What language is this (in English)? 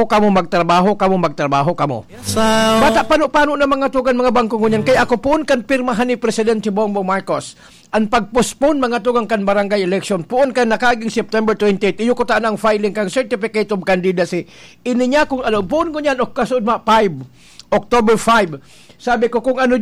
Bikol